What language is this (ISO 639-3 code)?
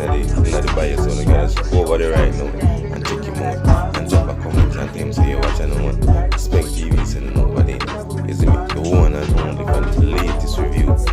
jam